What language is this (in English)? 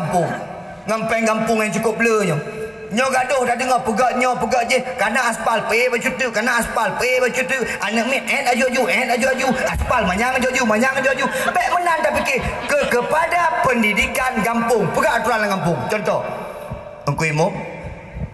Achinese